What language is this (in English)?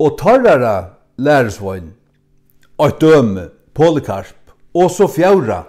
Faroese